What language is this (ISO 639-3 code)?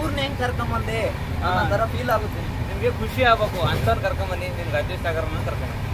kan